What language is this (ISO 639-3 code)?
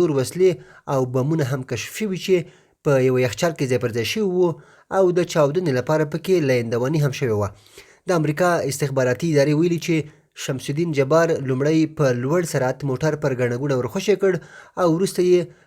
pus